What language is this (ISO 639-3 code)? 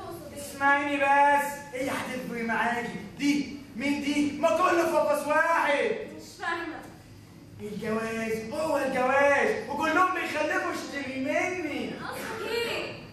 arz